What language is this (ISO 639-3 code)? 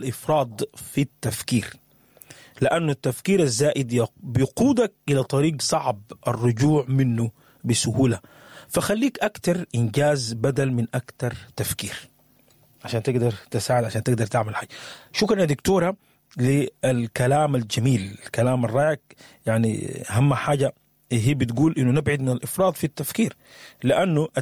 apd